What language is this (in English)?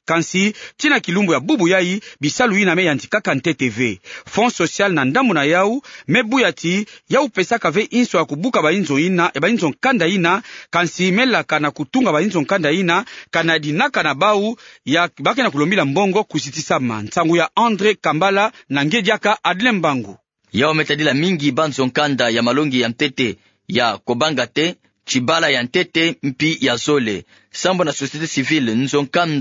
Kituba (Democratic Republic of Congo)